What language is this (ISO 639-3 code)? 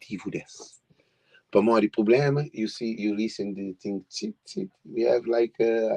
kea